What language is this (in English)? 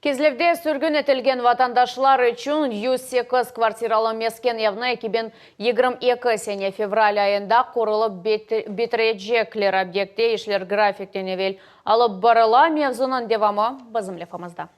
Crimean Tatar